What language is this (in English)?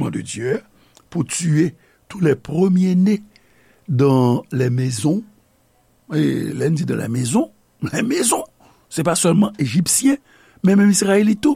Haitian Creole